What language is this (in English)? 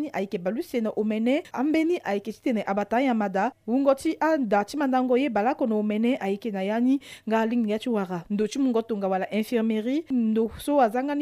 Sango